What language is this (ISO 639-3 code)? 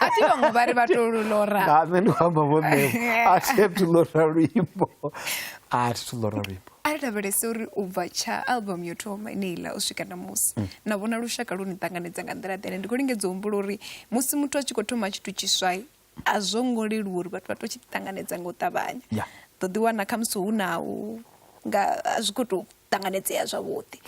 ven